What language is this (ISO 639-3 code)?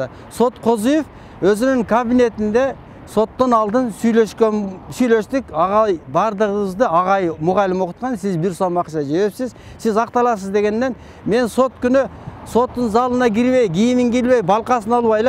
kir